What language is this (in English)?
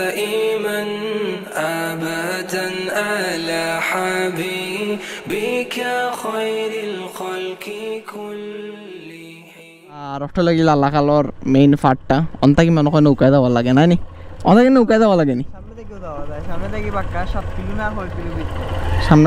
Sylheti